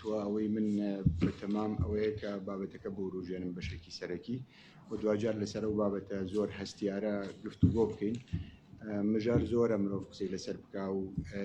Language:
Central Kurdish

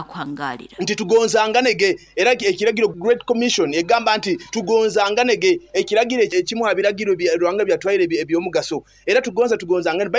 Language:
Nyoro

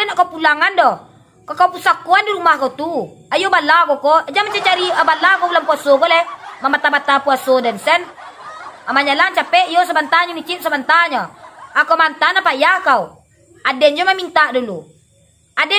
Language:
Minangkabau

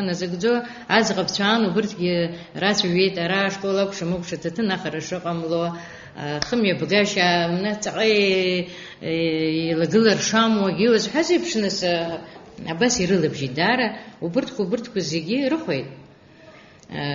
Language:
Abkhazian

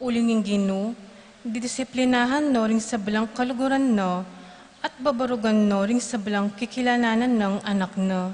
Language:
Pampanga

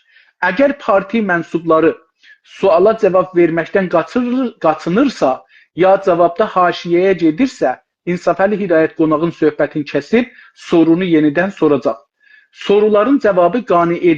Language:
South Azerbaijani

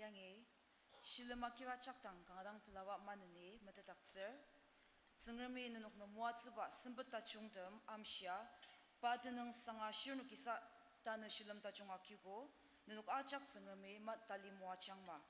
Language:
Ao Naga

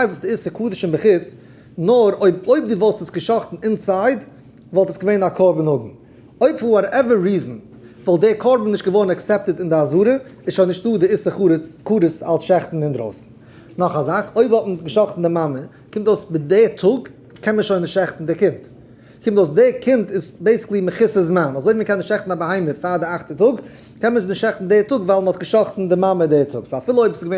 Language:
Yiddish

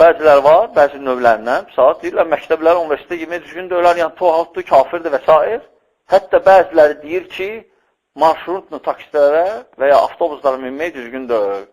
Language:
Azerbaijani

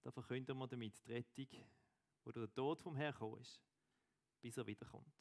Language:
Swiss German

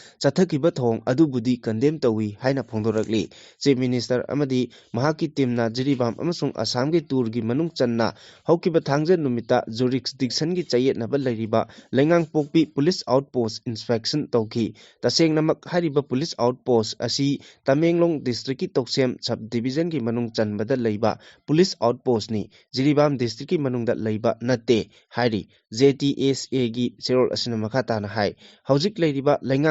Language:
Manipuri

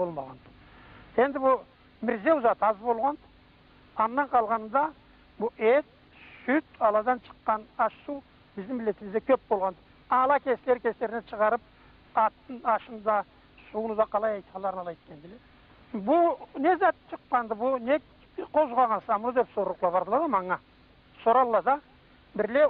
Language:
Karachay-Balkar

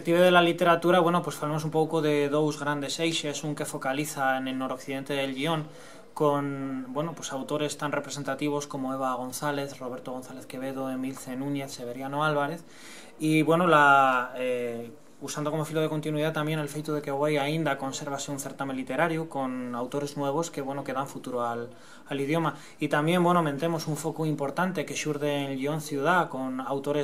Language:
Asturian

